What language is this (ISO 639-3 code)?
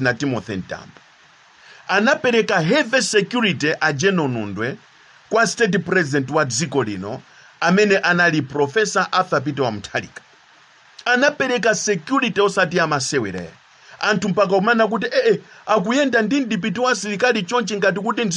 nya